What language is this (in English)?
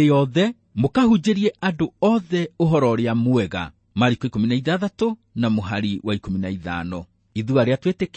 Kikuyu